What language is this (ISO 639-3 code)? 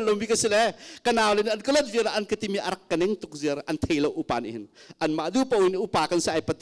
cnh